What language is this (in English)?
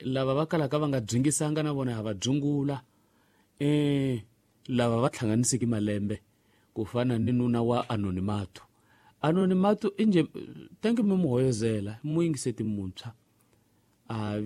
Tsonga